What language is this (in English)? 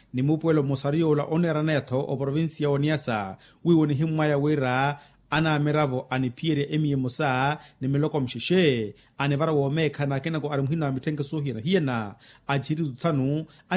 Makhuwa